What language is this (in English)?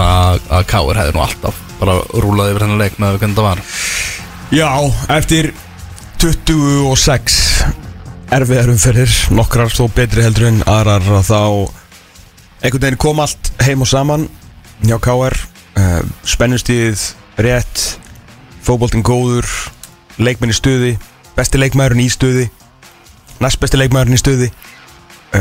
Icelandic